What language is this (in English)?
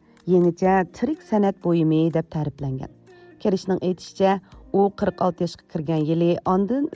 Uyghur